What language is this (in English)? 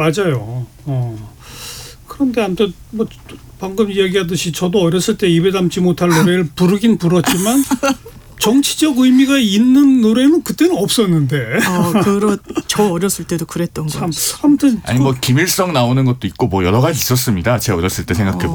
Korean